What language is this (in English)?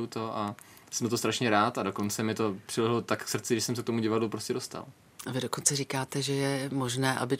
Czech